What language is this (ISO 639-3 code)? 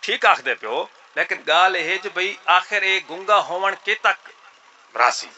skr